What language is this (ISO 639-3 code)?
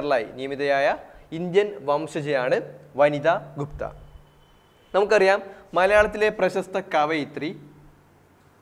mal